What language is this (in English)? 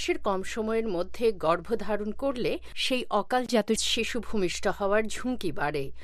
Bangla